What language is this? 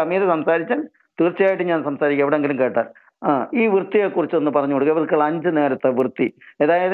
Malayalam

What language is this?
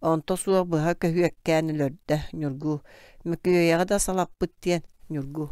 Yakut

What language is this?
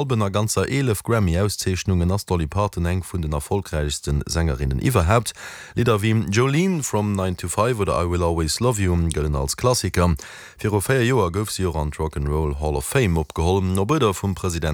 Luxembourgish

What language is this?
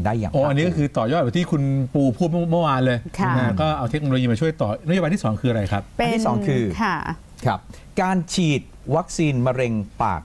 Thai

